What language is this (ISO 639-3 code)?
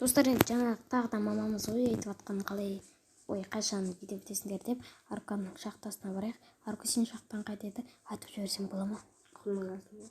kaz